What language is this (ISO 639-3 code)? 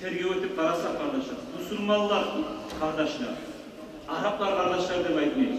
kum